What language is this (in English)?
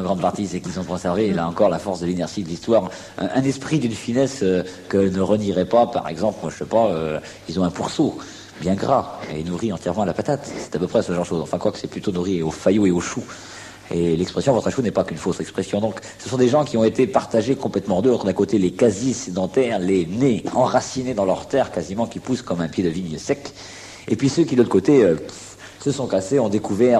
French